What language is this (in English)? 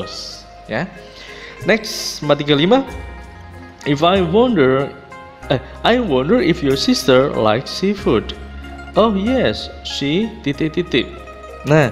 Indonesian